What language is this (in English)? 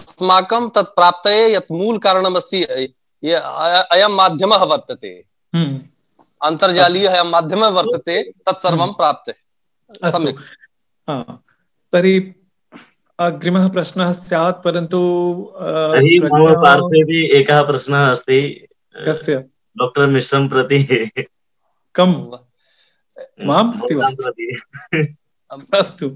Sanskrit